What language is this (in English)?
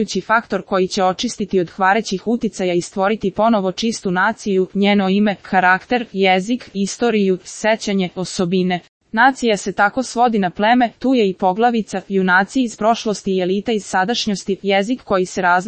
Serbian